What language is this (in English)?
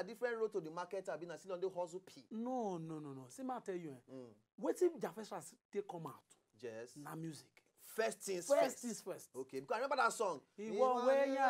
Nigerian Pidgin